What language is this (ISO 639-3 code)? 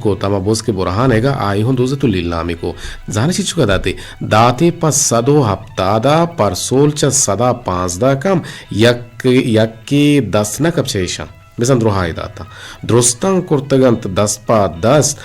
bgp